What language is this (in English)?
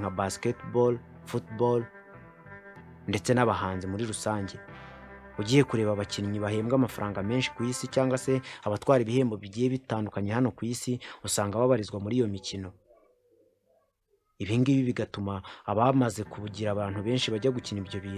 Kinyarwanda